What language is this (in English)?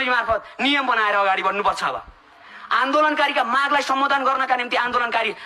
Nepali